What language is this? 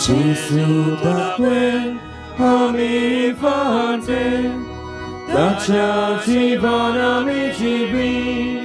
Konkani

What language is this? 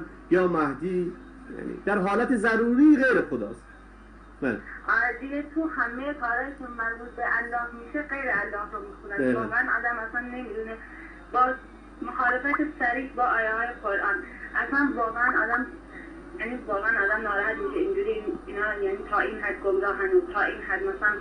Persian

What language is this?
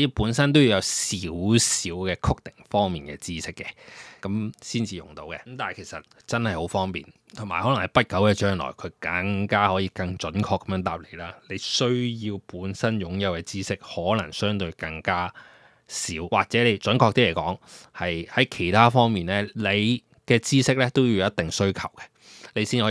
Cantonese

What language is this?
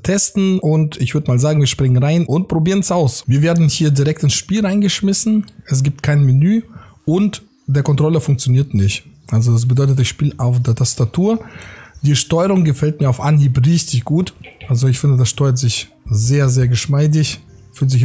German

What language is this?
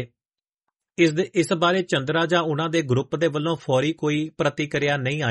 Punjabi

